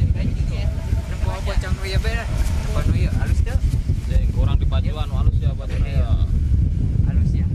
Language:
Sundanese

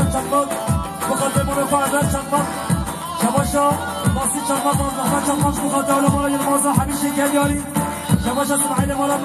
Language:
Kurdish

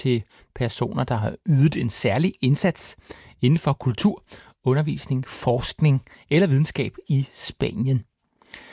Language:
Danish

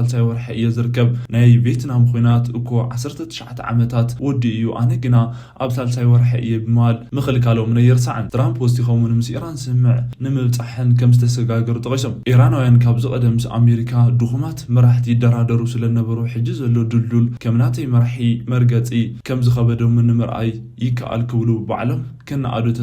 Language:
Tigrinya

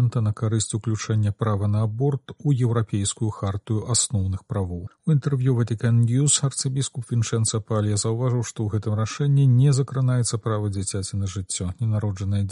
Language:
Belarusian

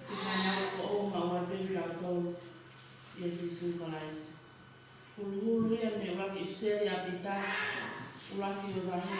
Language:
Tongan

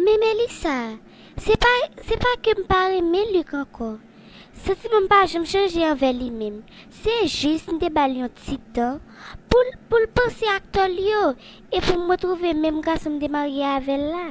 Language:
Haitian Creole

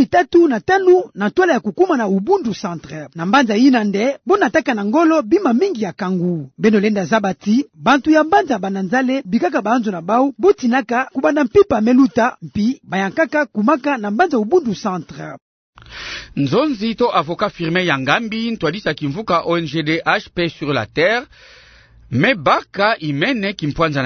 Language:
Kituba (Democratic Republic of Congo)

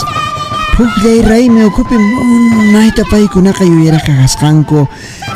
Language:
Quechua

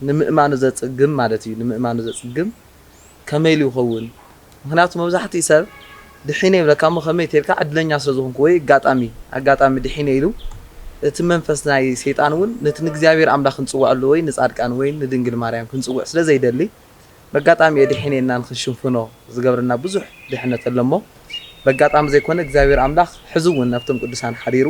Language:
Tigrinya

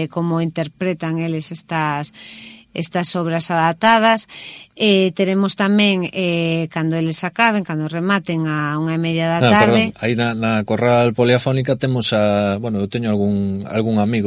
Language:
Galician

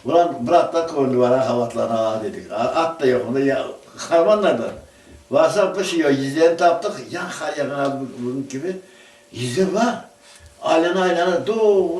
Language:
Crimean Tatar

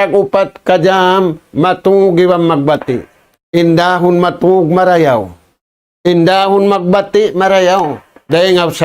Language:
Tausug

